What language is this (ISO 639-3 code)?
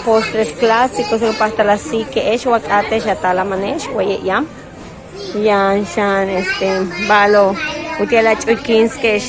yua